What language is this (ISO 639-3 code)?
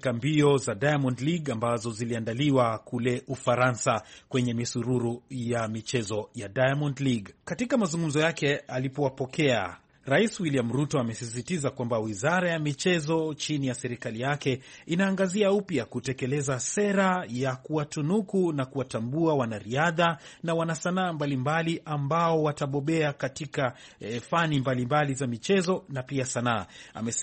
swa